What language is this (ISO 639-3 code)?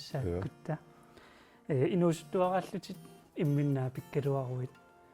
kal